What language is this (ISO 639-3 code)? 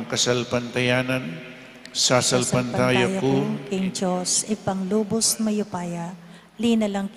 pam